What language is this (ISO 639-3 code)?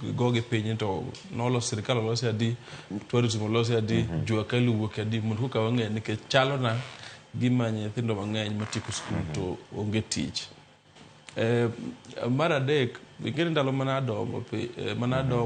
luo